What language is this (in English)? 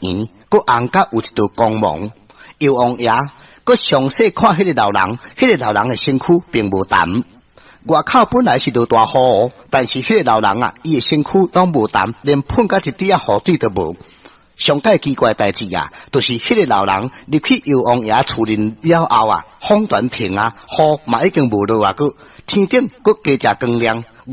Min Nan Chinese